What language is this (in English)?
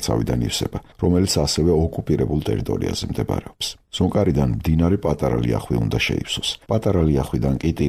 Georgian